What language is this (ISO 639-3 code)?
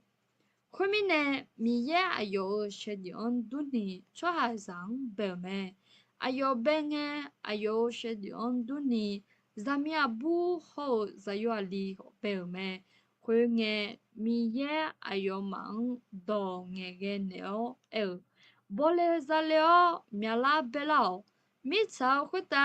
ahk